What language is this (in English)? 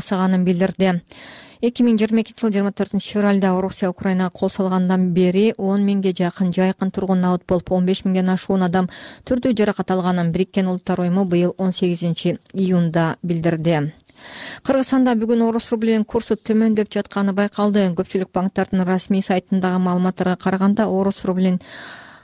Kyrgyz